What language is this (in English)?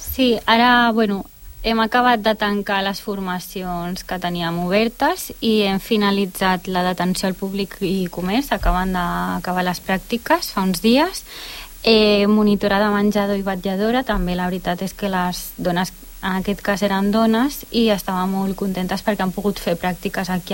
Catalan